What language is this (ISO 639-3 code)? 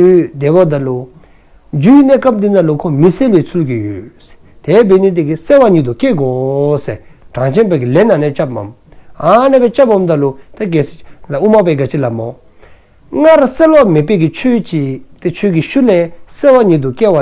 dzo